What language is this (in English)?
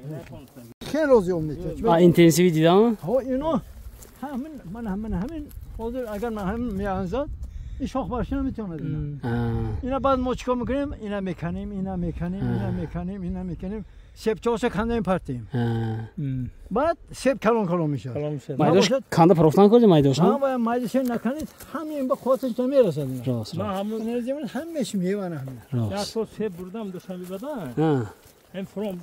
Tajik